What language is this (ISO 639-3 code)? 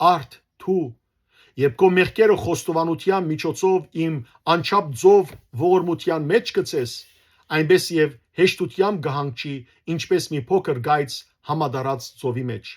hyw